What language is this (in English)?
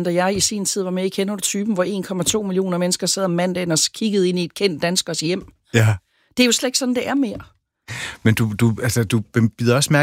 Danish